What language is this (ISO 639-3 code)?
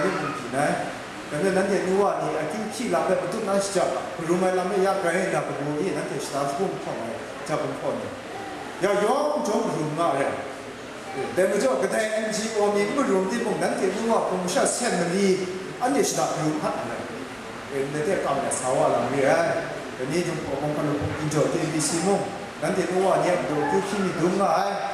kac